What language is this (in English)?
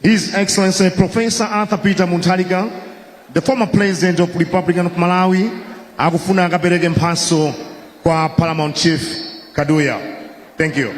Nyanja